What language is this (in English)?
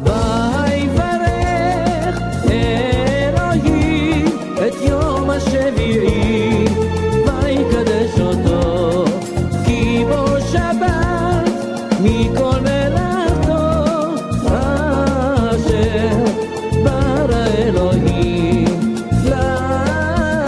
Ladino